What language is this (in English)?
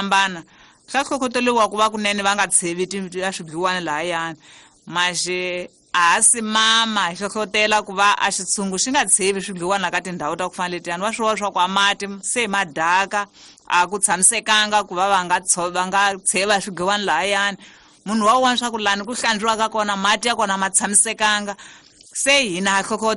Tsonga